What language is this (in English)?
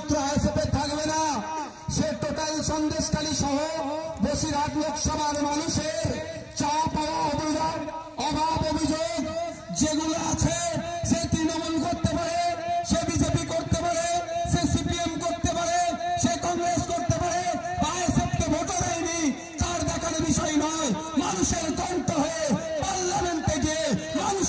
Bangla